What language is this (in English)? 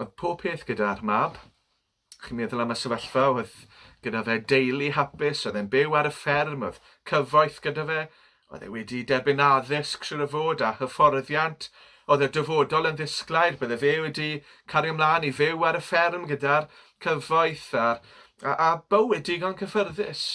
Welsh